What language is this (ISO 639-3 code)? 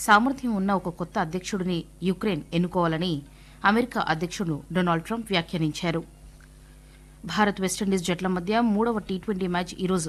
tel